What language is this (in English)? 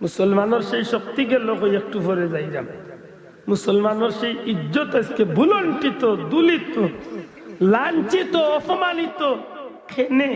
Sylheti